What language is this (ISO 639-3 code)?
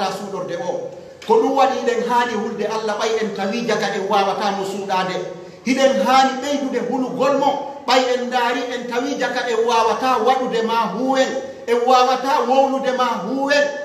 fuf